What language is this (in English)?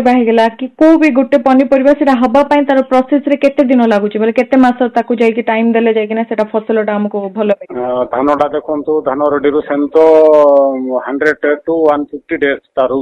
Odia